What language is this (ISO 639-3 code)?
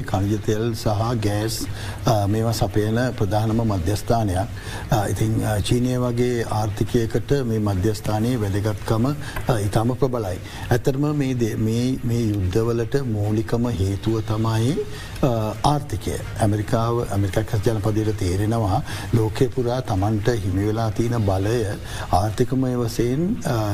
sin